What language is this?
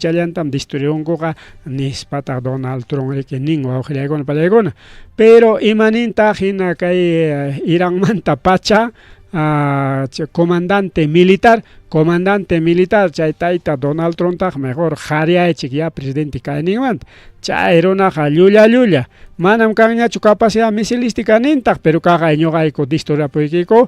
Ayacucho Quechua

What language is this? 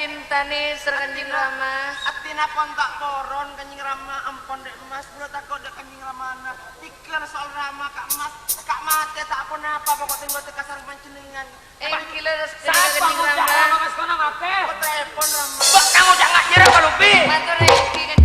Madurese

